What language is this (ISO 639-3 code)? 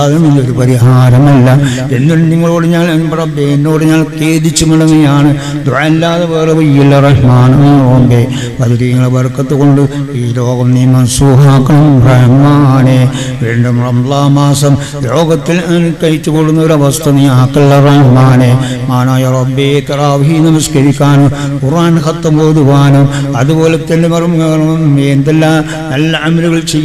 mal